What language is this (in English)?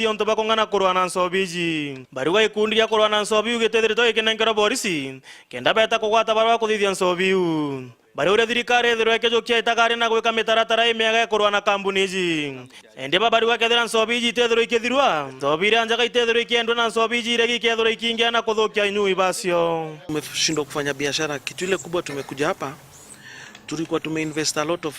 Meru